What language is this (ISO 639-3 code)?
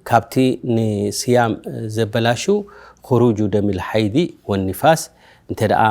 tir